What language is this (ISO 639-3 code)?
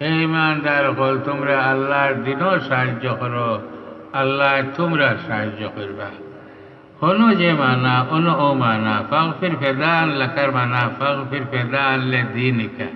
syl